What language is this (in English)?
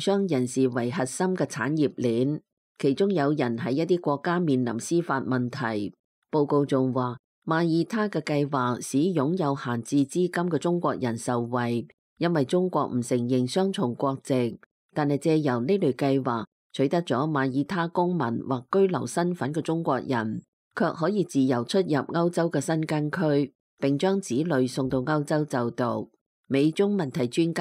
Cantonese